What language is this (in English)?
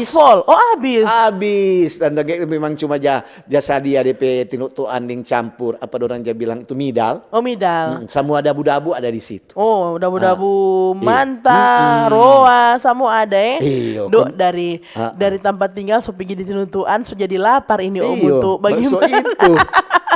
Manado Malay